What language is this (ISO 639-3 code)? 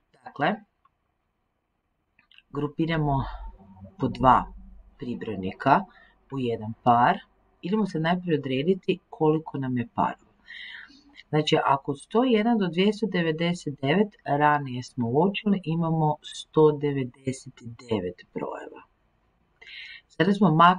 hrv